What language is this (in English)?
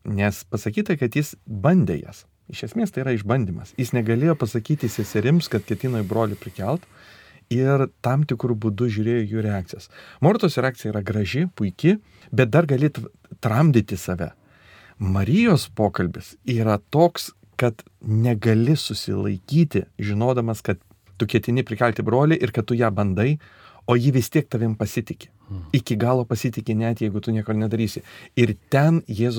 Lithuanian